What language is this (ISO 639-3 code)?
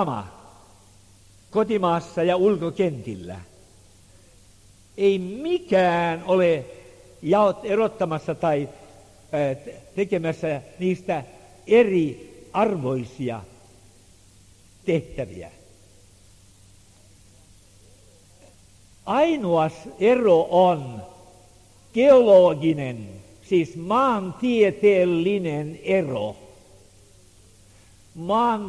fin